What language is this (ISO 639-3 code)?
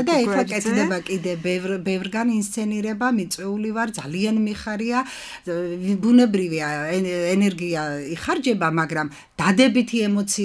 kat